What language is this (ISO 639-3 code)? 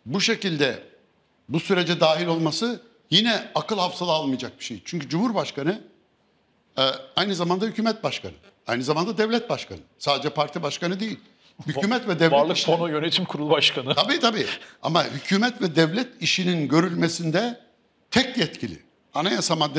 tur